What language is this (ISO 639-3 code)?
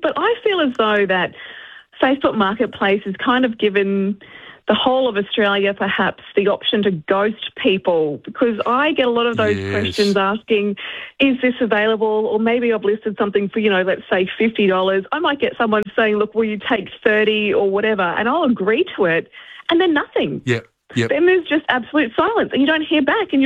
eng